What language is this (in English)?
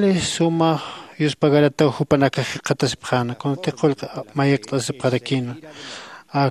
Aymara